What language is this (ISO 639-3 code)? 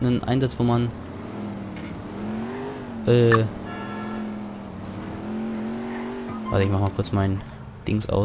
deu